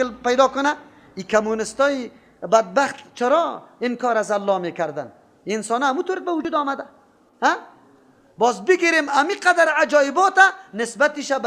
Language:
Persian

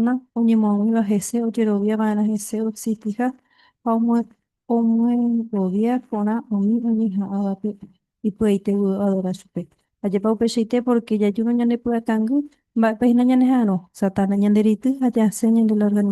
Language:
Guarani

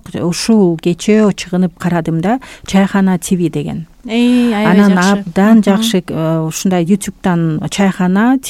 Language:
Kyrgyz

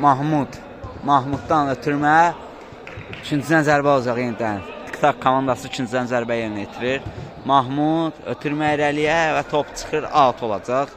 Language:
Azerbaijani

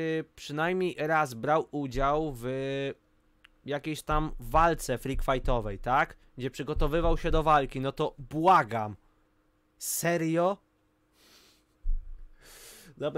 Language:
Polish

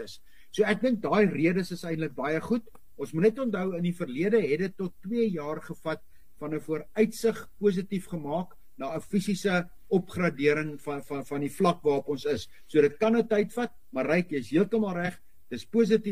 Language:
Afrikaans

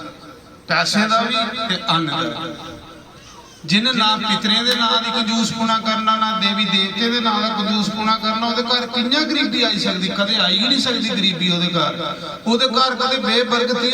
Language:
Dogri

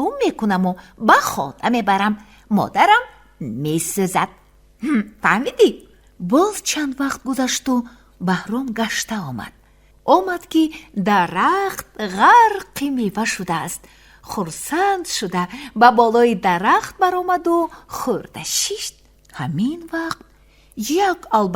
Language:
Tajik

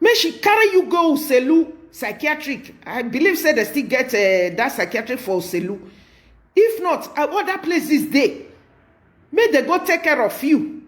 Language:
Nigerian Pidgin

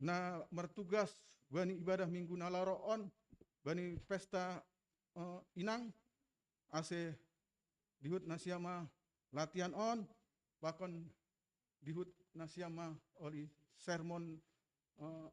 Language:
Batak Simalungun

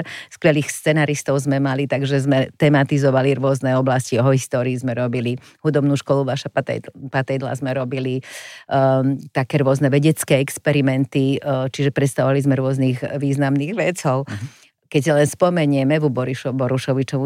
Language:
Slovak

